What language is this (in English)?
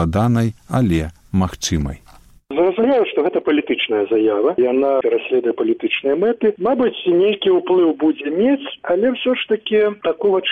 Belarusian